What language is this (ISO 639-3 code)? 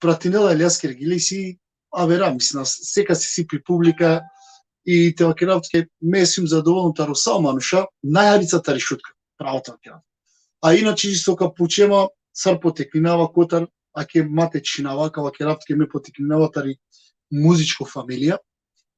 rmn